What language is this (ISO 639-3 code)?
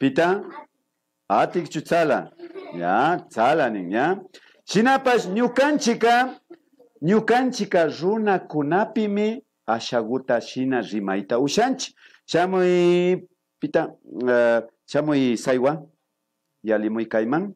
qvi